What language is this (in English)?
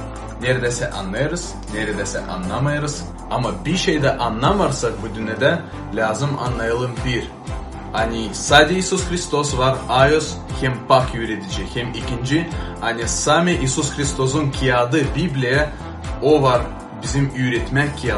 Gagauz